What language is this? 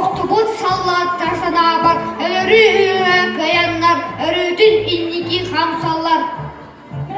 Yakut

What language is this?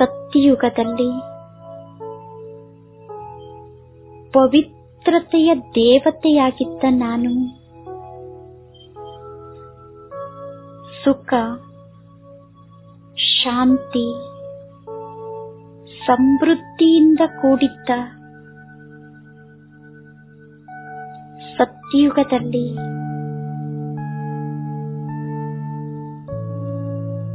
Kannada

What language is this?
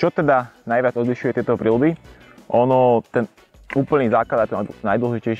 Slovak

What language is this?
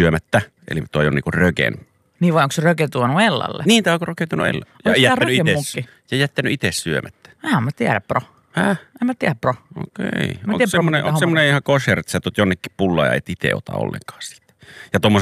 Finnish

